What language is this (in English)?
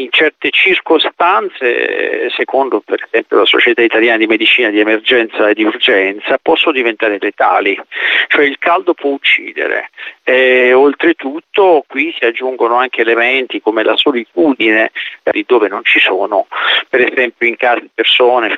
Italian